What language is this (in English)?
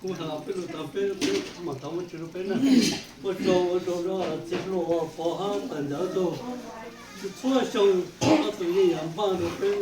Hmong